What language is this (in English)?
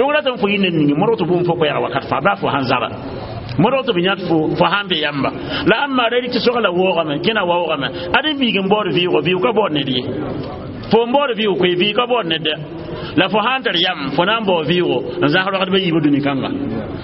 Mossi